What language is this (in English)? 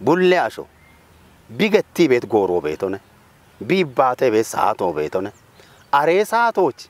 Kafa